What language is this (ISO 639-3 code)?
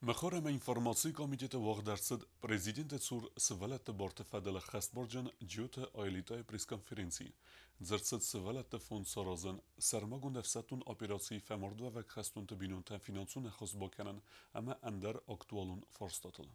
oss